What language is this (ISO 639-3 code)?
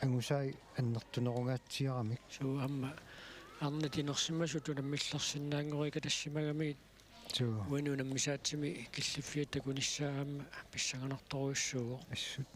kal